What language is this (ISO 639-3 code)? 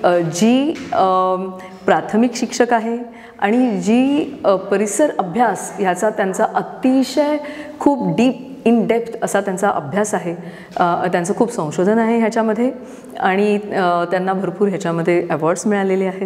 mar